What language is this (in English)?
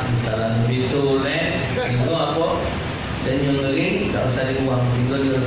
Musi